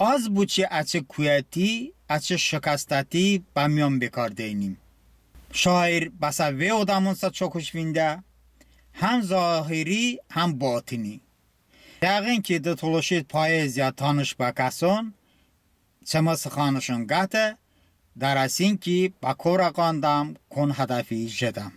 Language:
Talysh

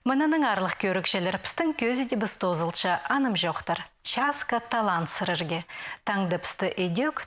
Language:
Khakas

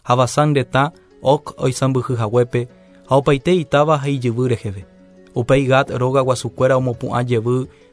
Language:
Guarani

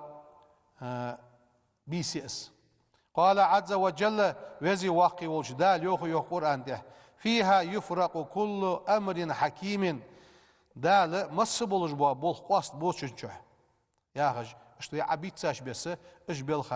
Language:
Ingush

